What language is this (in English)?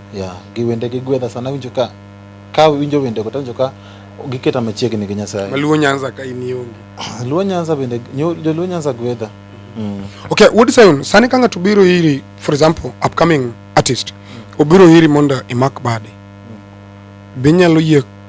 Luo (Kenya and Tanzania)